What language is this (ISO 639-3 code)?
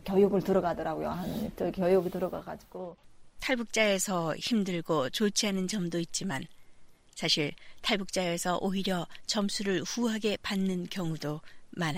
kor